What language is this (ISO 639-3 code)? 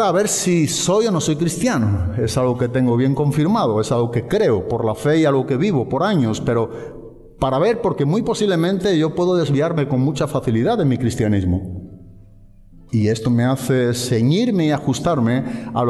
spa